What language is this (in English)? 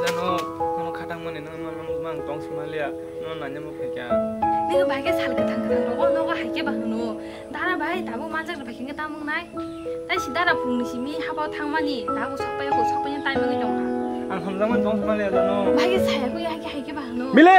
Kok Borok